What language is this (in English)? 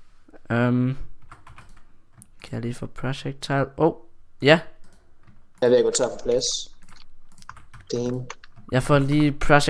Danish